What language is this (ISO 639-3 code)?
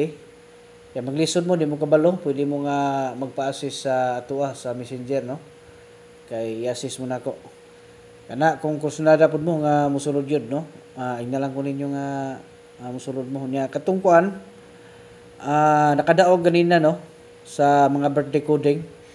ceb